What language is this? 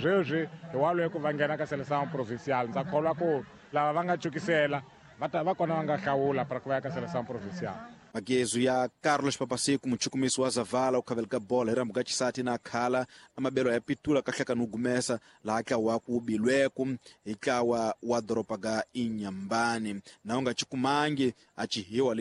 Tsonga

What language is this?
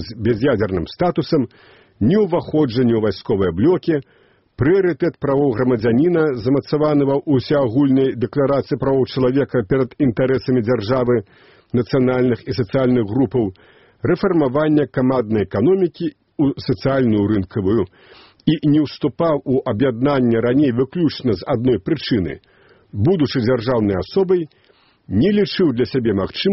Belarusian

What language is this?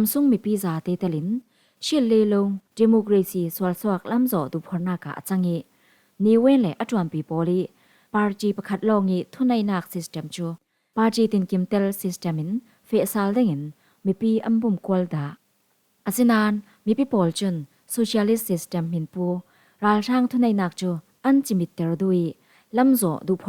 Falam Chin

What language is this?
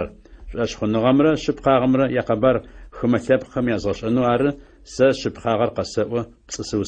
Adyghe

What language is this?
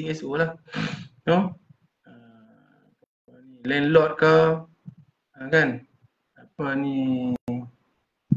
Malay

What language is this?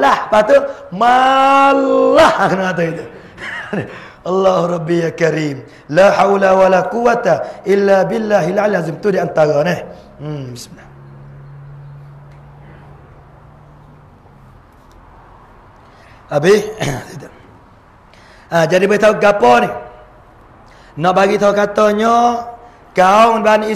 Pattani Malay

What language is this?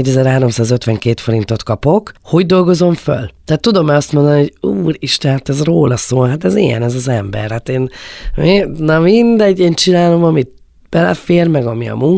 Hungarian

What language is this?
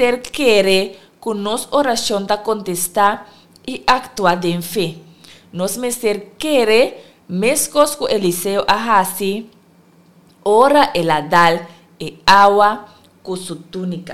Papiamento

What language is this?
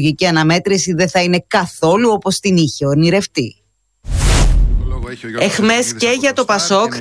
Greek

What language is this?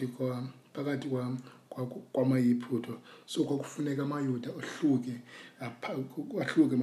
Xhosa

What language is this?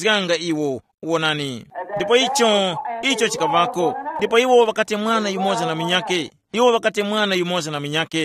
Tumbuka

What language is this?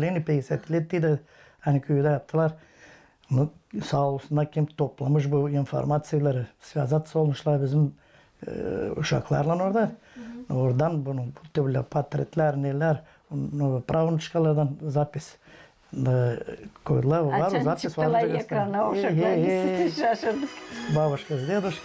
Gagauz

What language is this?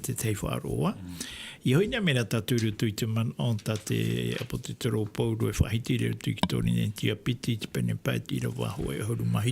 Tahitian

